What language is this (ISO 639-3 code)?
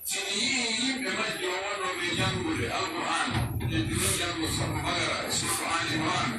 fuf